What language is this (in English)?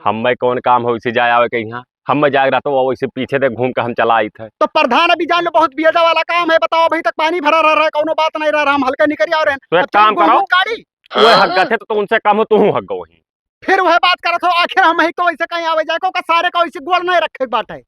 Awadhi